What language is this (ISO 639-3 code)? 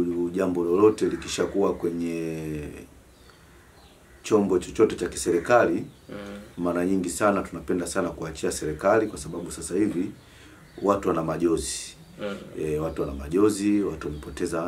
swa